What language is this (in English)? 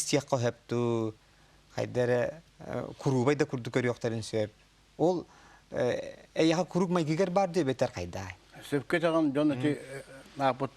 Yakut